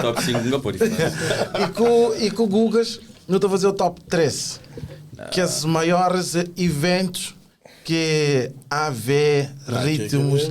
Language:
Kabuverdianu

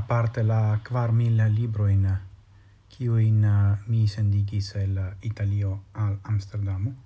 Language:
Esperanto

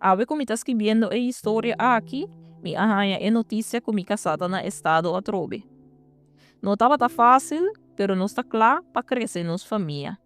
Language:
Papiamento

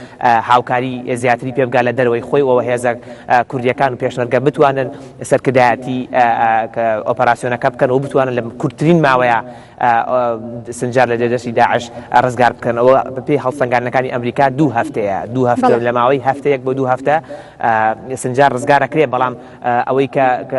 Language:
Central Kurdish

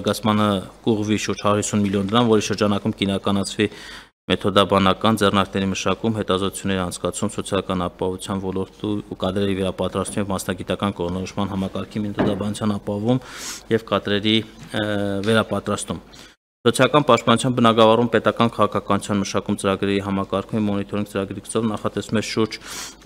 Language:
Armenian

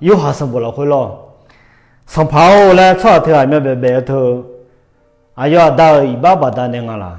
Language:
Akha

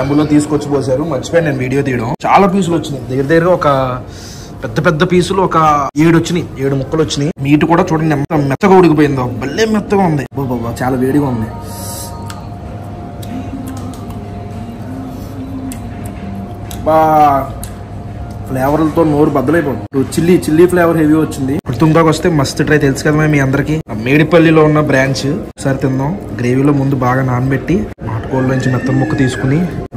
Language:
Telugu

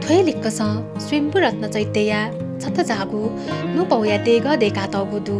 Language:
Newari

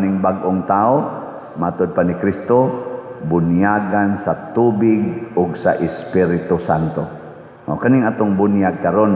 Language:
Cebuano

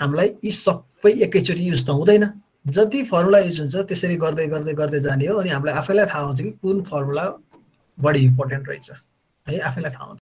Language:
Nepali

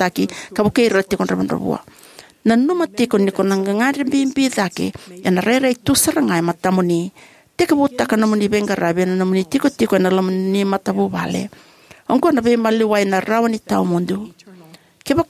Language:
Fijian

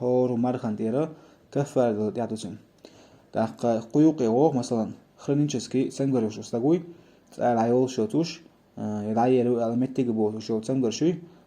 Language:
Chechen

